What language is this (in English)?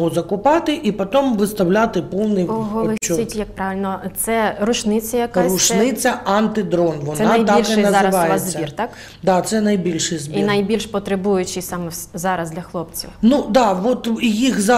Ukrainian